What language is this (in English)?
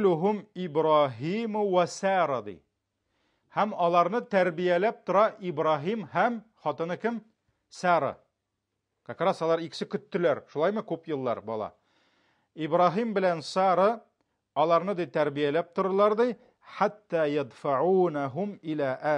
Tatar